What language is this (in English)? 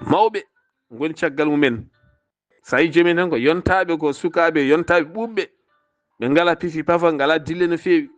Fula